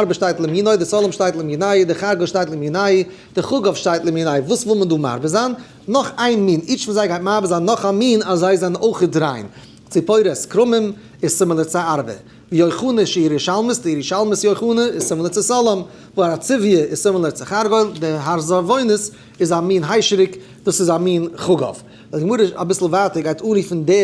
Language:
Yiddish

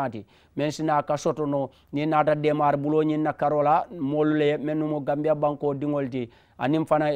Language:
Mandingo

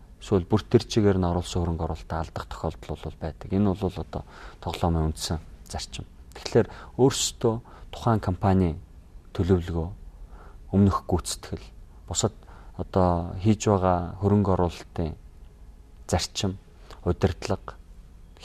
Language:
Mongolian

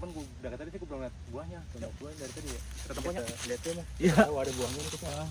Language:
Betawi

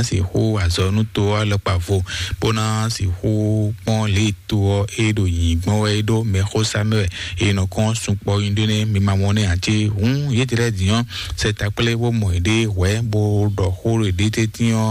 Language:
Fon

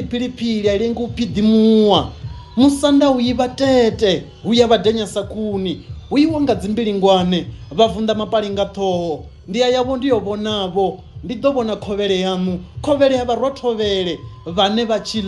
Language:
Venda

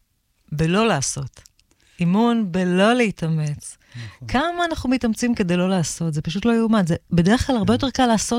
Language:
Hebrew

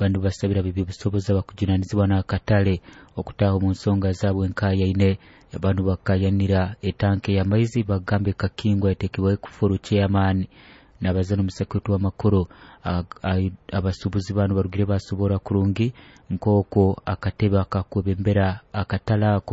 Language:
Nyoro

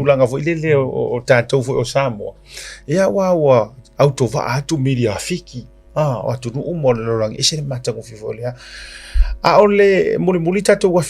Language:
Samoan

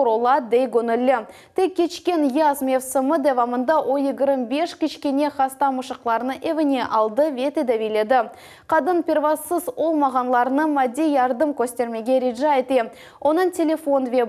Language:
Crimean Tatar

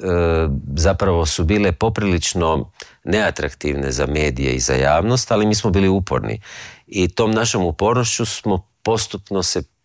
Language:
Croatian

